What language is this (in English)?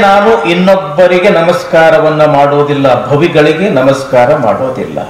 Kannada